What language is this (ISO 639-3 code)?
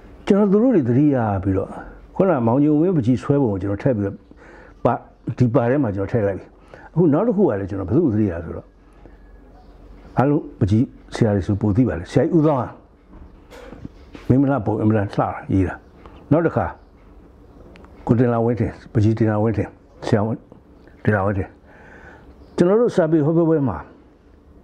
mya